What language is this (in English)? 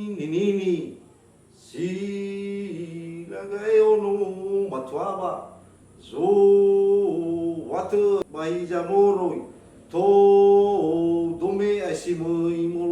Nias